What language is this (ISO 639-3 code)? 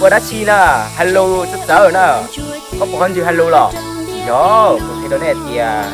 hmn